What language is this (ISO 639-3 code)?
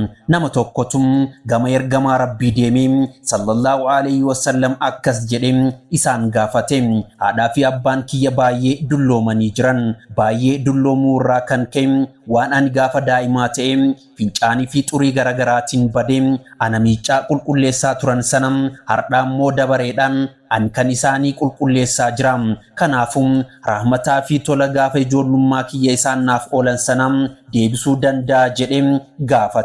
orm